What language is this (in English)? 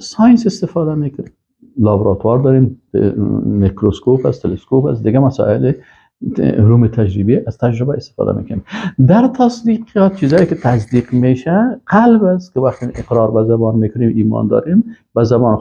Persian